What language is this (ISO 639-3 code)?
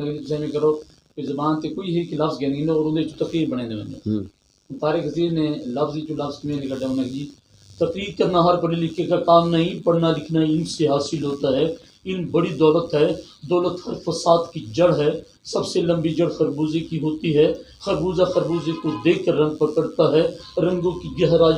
lah